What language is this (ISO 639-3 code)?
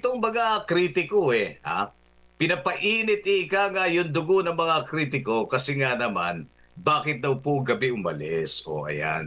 fil